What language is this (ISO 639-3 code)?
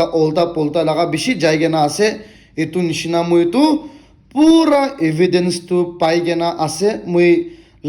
nag